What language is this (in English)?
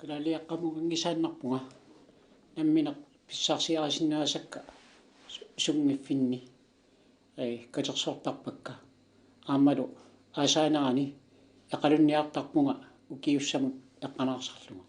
Kalaallisut